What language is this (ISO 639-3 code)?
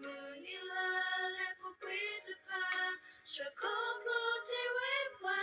ksw